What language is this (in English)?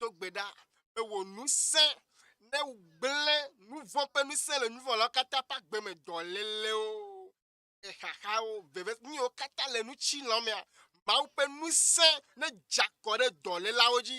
Ewe